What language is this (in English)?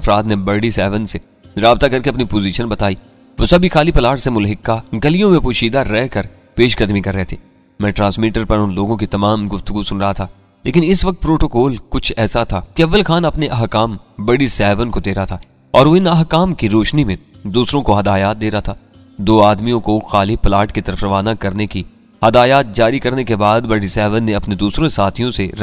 Urdu